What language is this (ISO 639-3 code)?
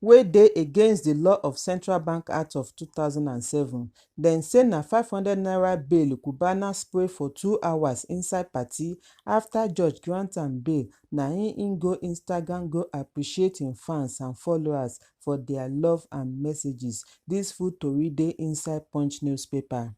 pcm